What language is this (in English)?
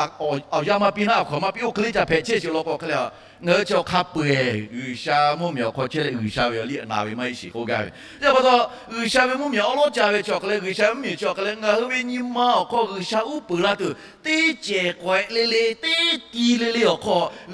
Lahu